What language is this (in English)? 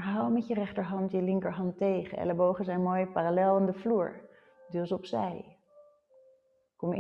Dutch